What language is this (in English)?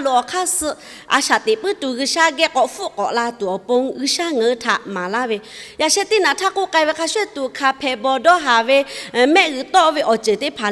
Lahu